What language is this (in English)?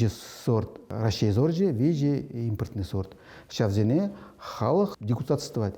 Chuvash